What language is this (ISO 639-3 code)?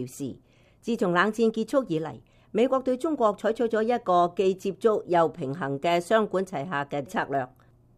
yue